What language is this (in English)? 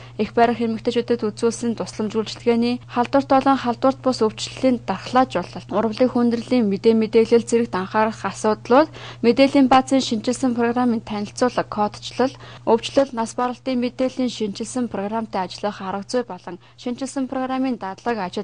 Mongolian